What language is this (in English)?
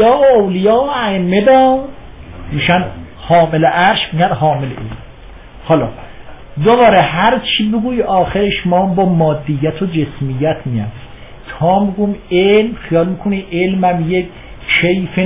Persian